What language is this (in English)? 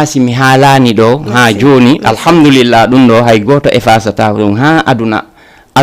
Fula